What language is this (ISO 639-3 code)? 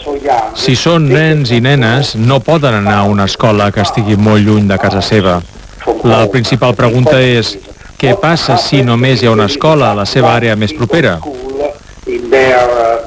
cat